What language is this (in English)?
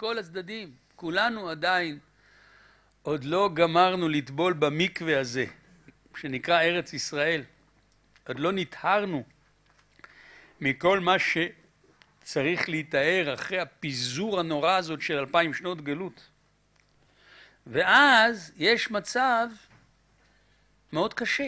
Hebrew